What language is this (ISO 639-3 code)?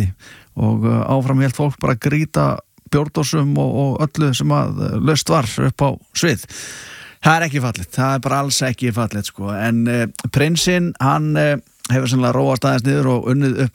isl